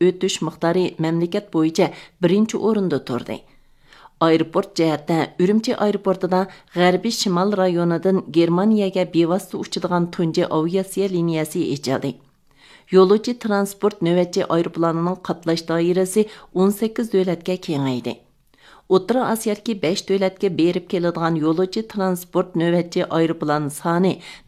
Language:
Uyghur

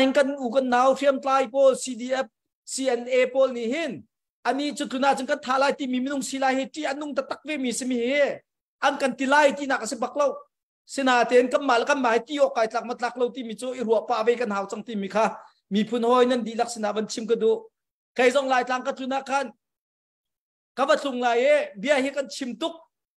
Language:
Thai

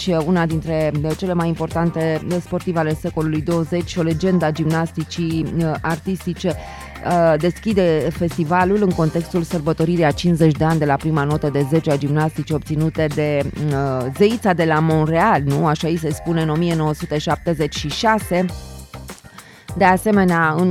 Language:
Romanian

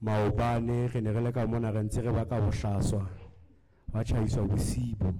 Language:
Southern Sotho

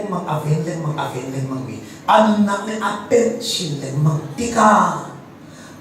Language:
Hakha Chin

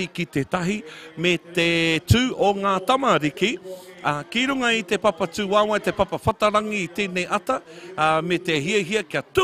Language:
Māori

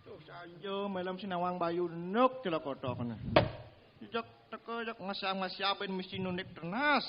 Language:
Balinese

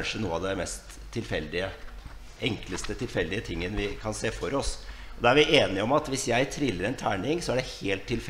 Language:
Norwegian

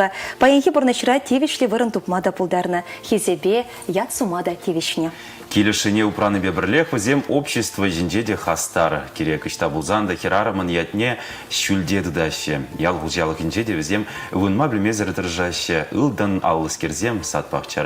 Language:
Chuvash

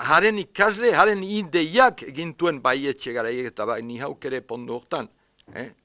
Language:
Basque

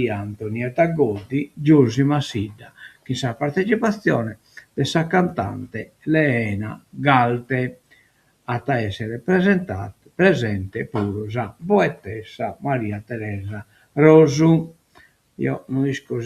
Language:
Sardinian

